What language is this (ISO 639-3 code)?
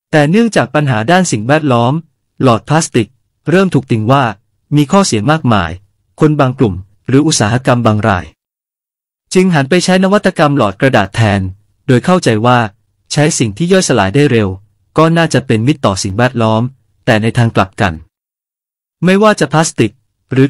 tha